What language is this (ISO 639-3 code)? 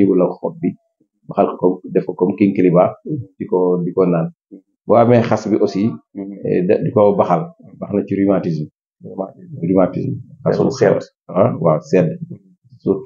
wol